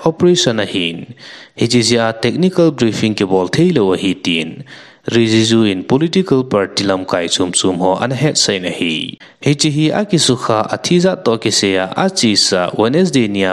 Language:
Thado Chin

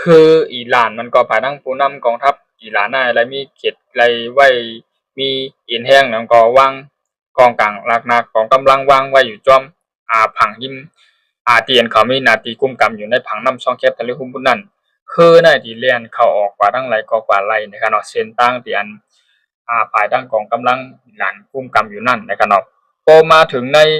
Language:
Shan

